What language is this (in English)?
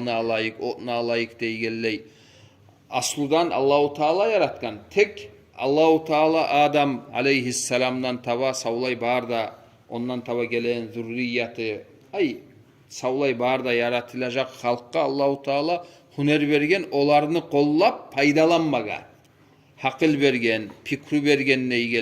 Kumyk